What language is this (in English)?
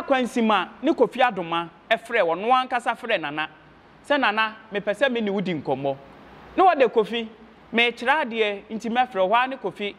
Akan